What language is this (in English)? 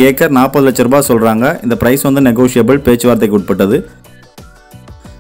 Tamil